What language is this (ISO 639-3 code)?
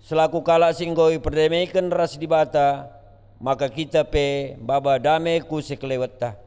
btx